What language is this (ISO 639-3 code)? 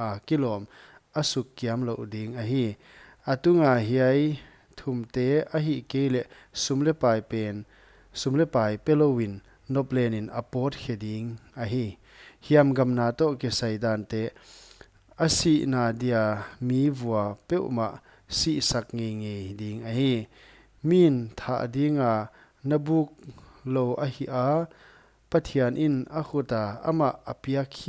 pck